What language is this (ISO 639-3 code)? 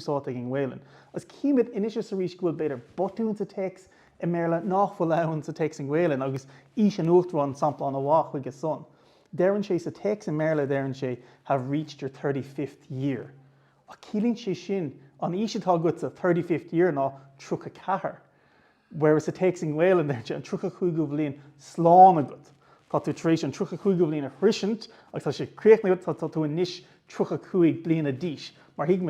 gle